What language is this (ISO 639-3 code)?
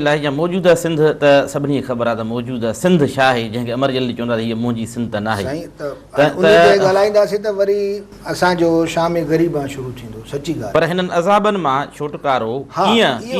snd